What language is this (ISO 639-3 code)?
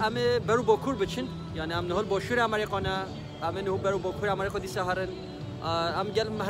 kur